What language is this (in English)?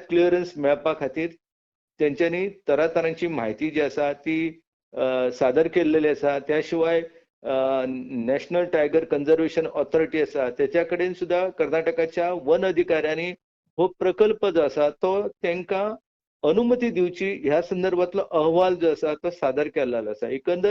Konkani